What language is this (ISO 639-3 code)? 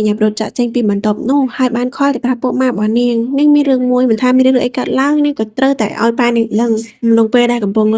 khm